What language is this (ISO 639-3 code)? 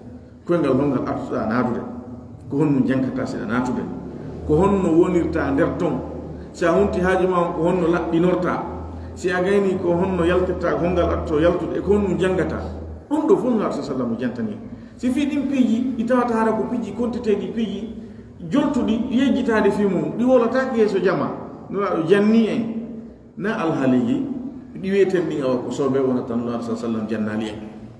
fuf